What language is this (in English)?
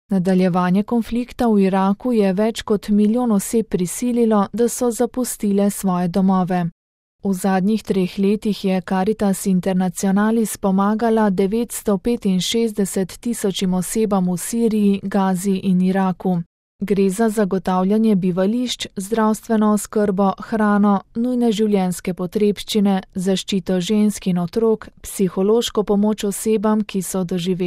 Slovenian